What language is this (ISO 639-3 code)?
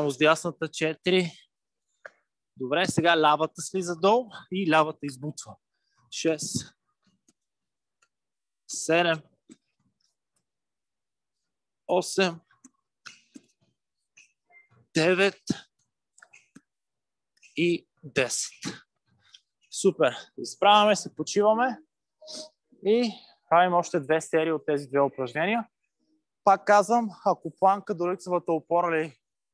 bul